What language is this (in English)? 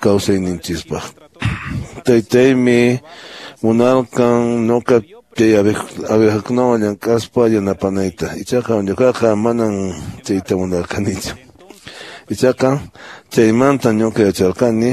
Quechua